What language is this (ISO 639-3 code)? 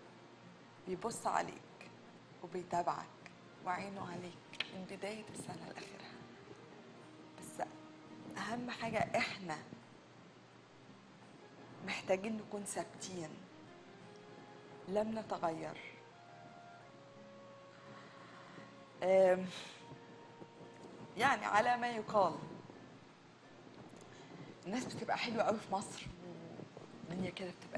arz